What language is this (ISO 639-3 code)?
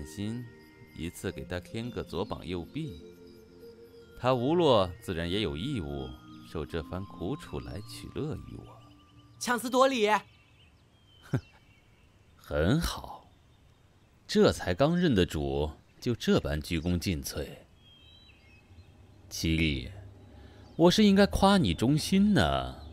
zho